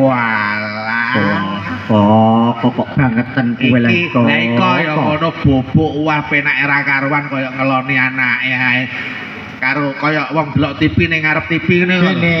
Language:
Javanese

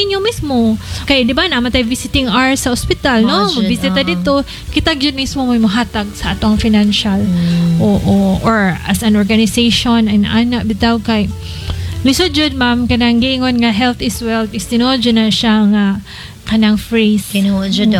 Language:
Cebuano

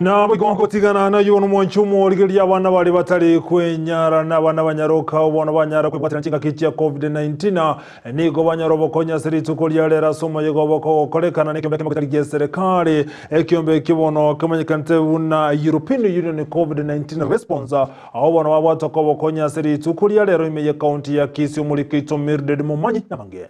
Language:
Gusii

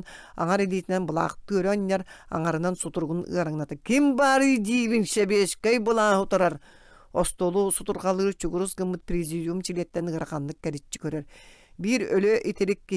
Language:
Yakut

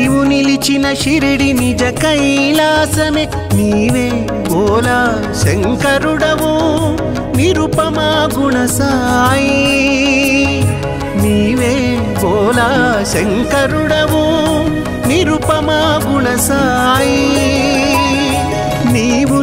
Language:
Telugu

